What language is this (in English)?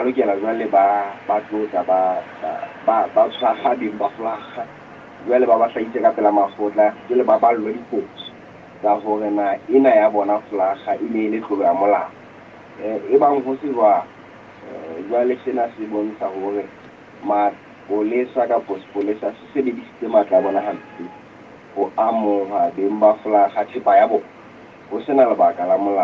Southern Sotho